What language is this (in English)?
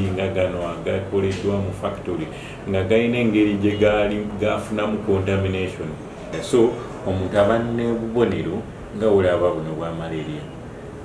Ganda